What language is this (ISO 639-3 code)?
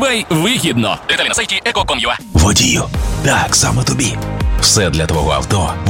ukr